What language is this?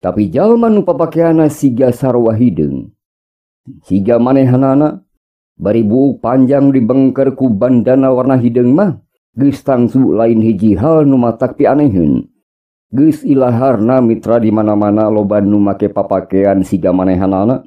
Sundanese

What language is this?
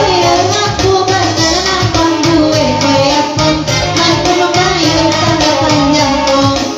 Minangkabau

